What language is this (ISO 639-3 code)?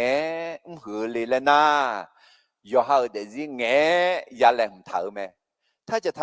ahk